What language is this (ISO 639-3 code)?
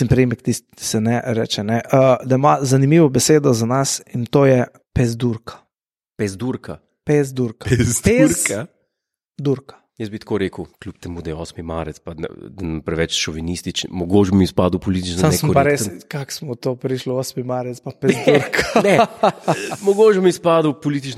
slv